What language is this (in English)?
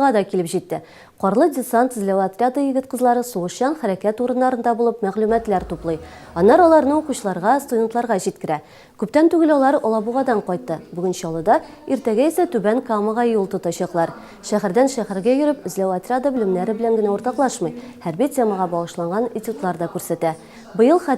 Tatar